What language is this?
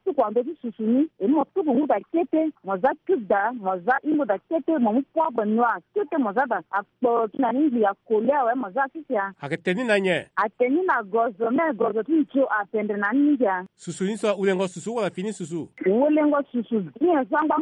Sango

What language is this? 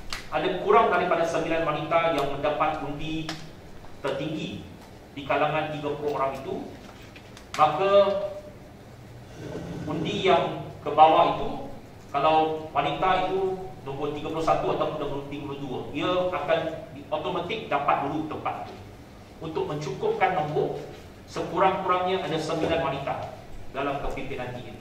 Malay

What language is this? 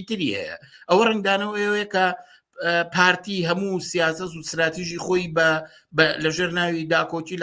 Central Kurdish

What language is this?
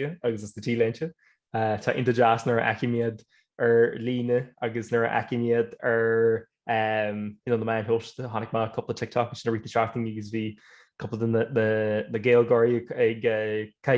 Irish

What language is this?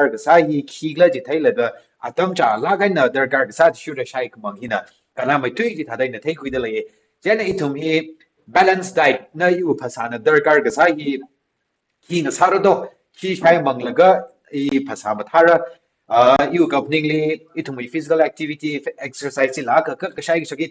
Tangkhul Naga (India)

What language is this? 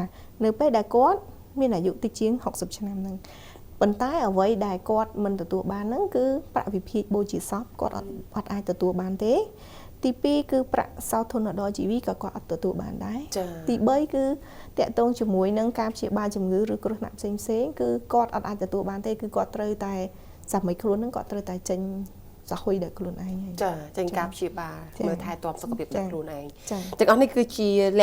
Khmer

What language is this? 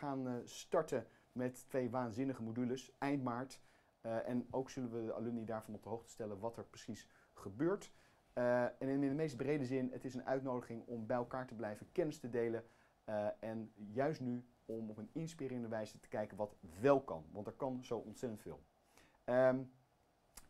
Dutch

